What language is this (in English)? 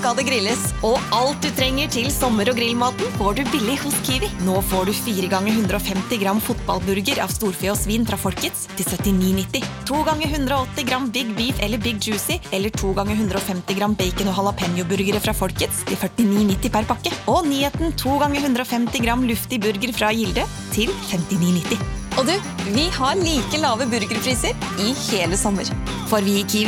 Norwegian